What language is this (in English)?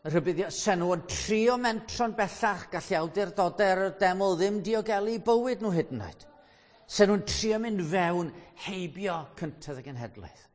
Welsh